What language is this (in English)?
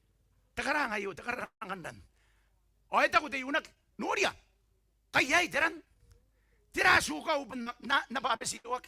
Gilbertese